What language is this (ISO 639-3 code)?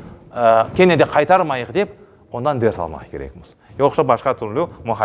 crh